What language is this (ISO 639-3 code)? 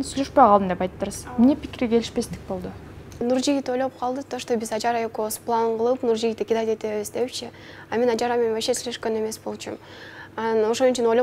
kir